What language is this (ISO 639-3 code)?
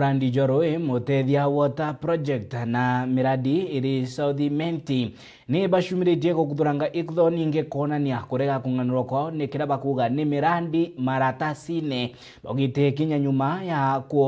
mer